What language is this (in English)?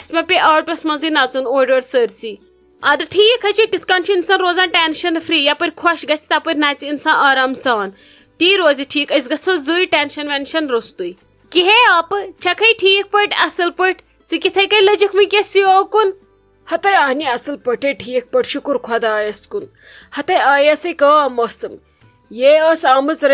Kashmiri